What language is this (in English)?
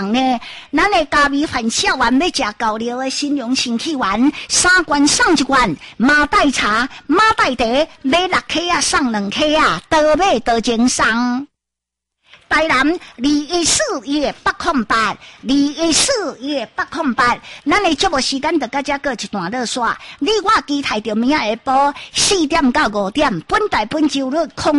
Min Nan Chinese